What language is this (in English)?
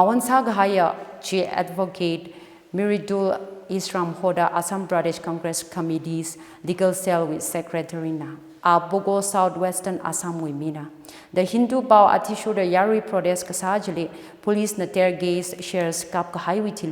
Tangkhul Naga (India)